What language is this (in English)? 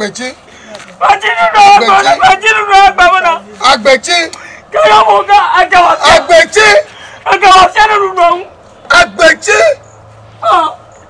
Ewe